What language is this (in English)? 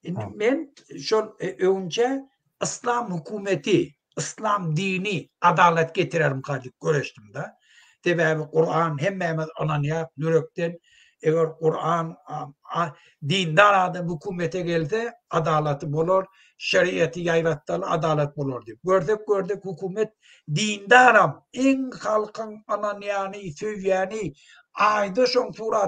Turkmen